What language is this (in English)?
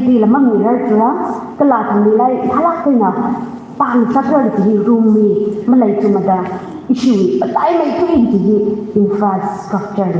Tangkhul Naga (India)